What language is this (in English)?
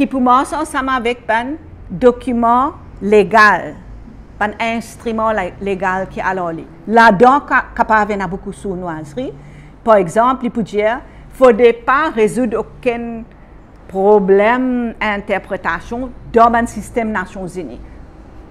Morisyen